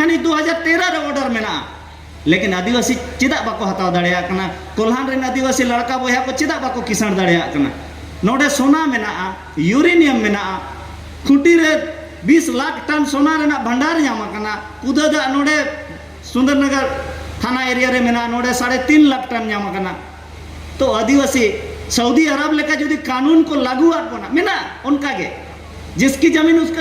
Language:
Santali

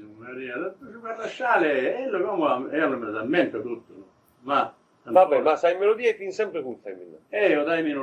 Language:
Sardinian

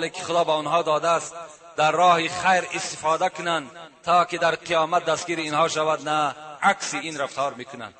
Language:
Tajik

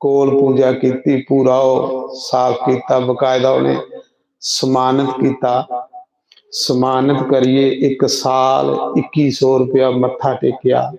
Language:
Dogri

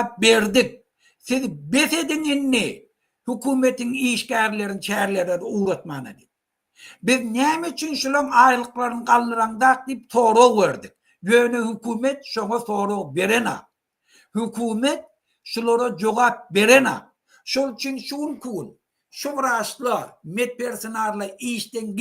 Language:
Turkmen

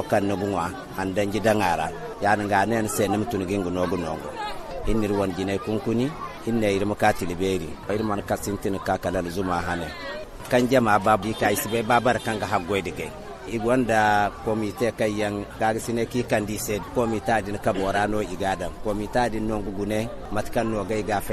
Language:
Zarma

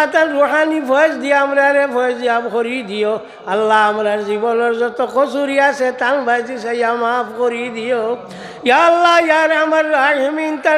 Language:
Sylheti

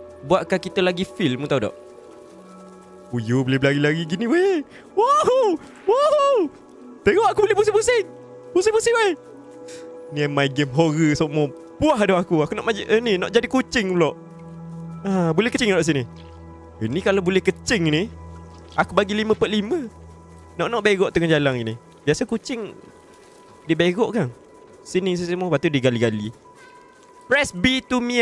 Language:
Malay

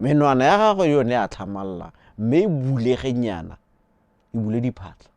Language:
Tswana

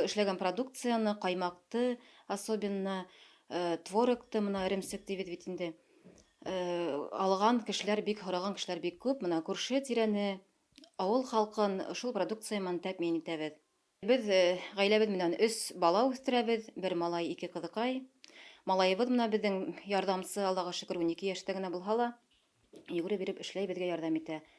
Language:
Bashkir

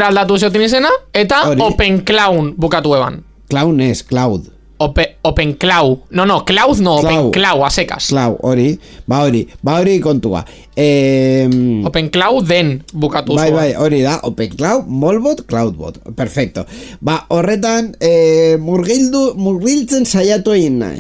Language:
Basque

